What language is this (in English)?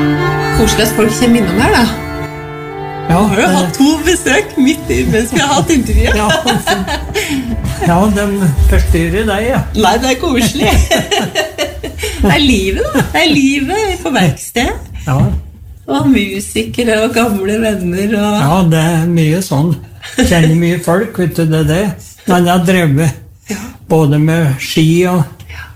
Norwegian